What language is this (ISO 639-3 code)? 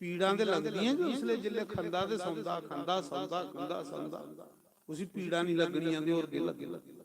doi